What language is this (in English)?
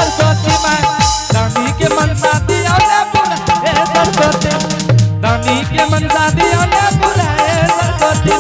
Angika